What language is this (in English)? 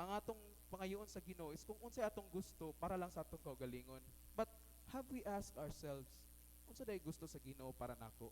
Cebuano